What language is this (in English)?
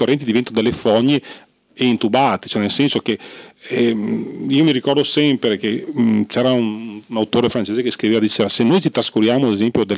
Italian